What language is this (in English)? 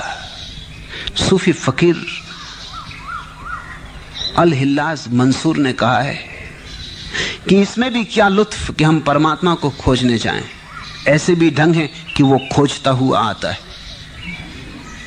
Hindi